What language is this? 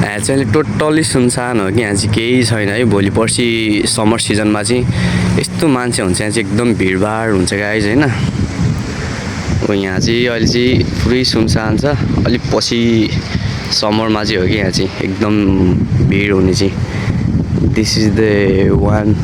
Nepali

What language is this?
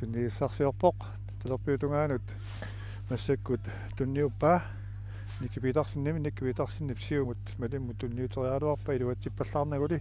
Kalaallisut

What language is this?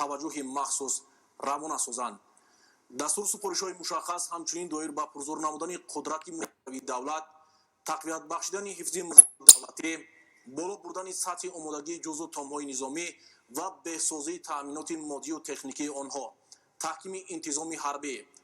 Tajik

